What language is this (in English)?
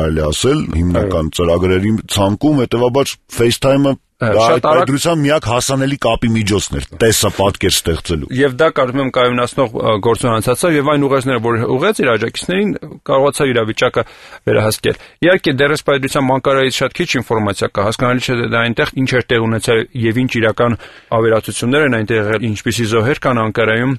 Armenian